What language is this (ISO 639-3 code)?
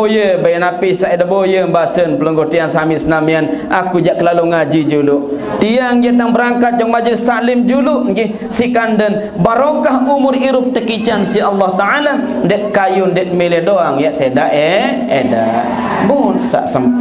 sas